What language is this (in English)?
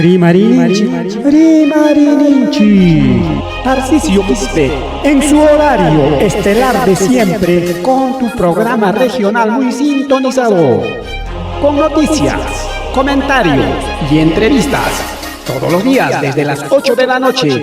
Ayacucho Quechua